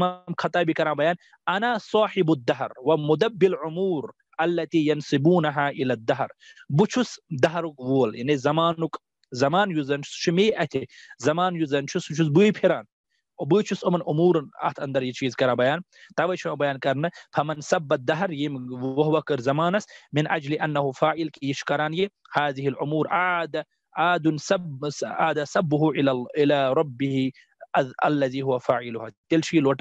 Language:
Kashmiri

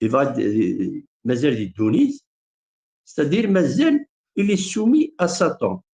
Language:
Kabyle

